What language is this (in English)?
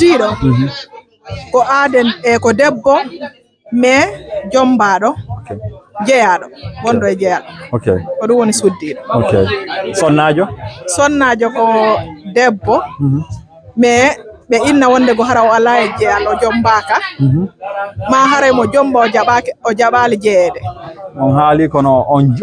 Fula